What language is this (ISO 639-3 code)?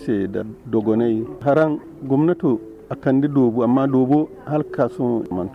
dje